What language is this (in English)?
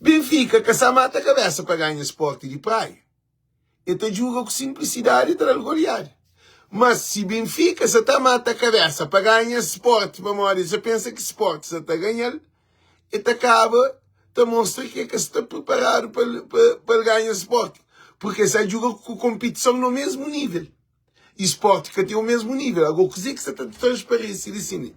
Kabuverdianu